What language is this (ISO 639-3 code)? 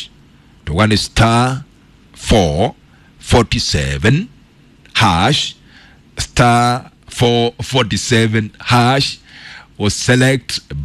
kik